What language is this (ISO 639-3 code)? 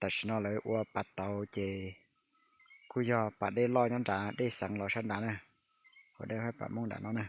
hmn